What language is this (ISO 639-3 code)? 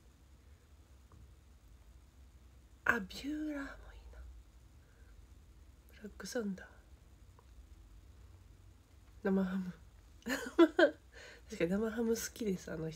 jpn